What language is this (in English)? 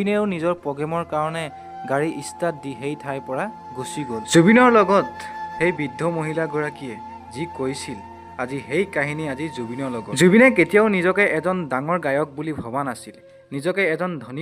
Assamese